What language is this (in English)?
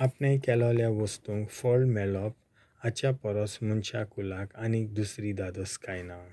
Konkani